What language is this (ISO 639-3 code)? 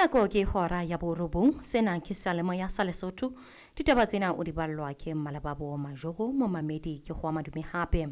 sot